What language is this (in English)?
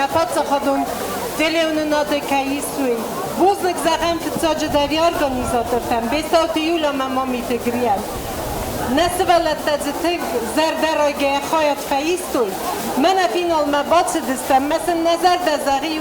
Ossetic